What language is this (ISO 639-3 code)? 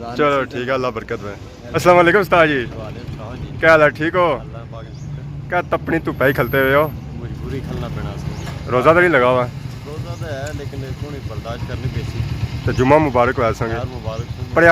phr